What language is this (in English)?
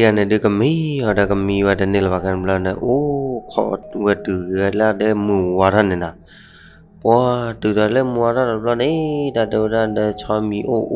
S'gaw Karen